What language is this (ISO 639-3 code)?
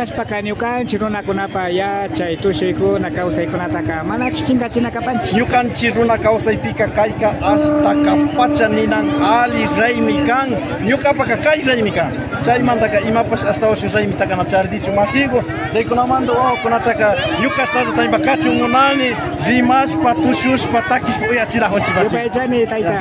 qvi